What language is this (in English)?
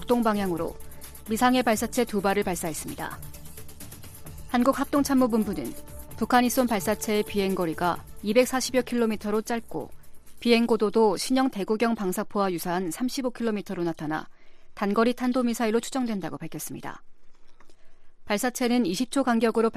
Korean